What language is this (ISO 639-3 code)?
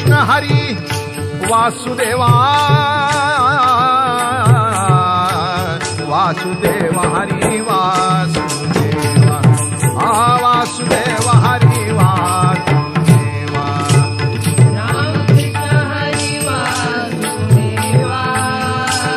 mar